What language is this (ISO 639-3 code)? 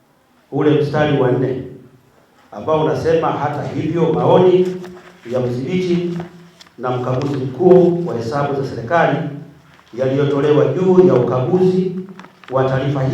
swa